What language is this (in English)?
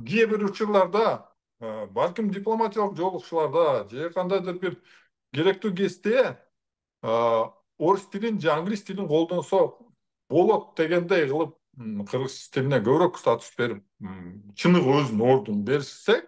Kyrgyz